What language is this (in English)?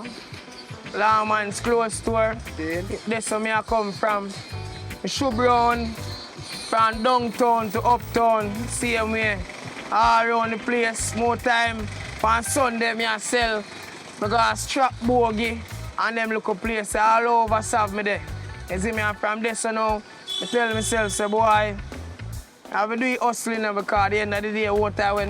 Jamaican Creole English